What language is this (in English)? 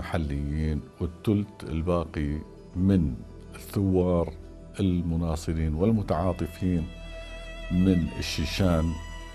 North Levantine Arabic